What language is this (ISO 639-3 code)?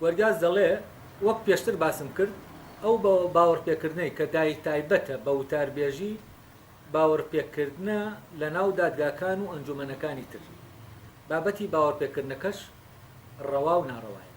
ckb